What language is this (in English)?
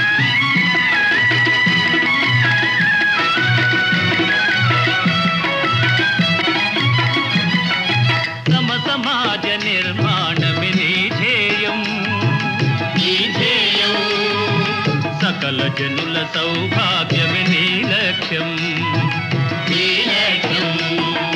Telugu